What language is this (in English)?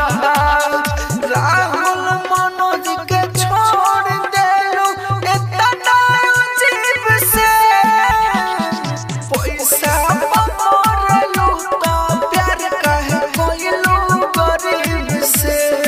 Bhojpuri